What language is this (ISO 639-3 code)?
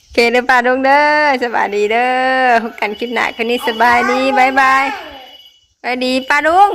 tts